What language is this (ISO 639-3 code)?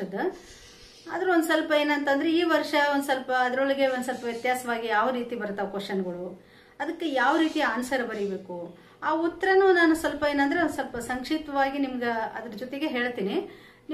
kan